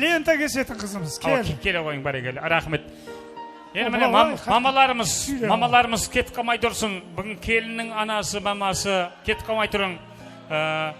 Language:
Kara-Kalpak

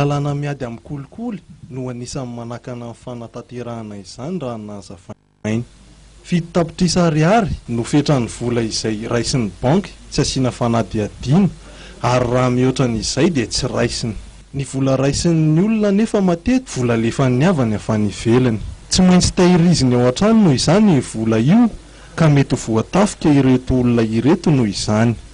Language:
Malagasy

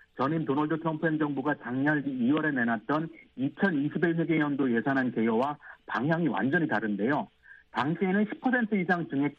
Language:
Korean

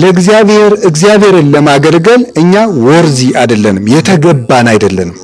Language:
Amharic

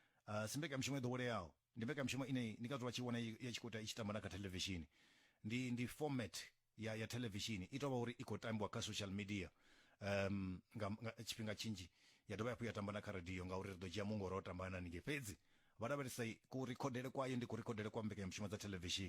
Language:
Venda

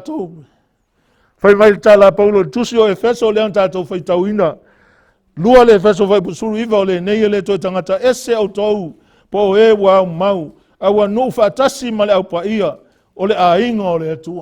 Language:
Samoan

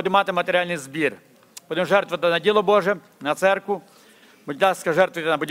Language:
Ukrainian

